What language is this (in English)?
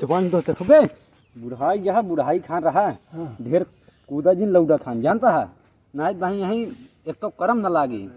Awadhi